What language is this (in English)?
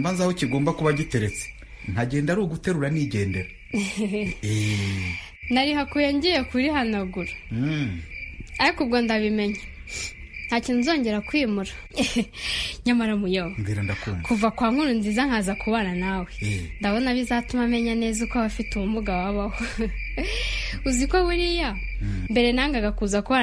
Kinyarwanda